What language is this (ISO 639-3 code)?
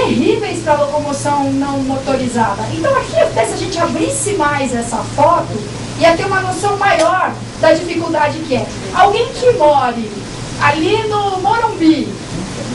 por